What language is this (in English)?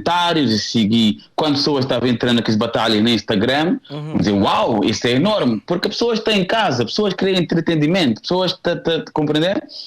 Kabuverdianu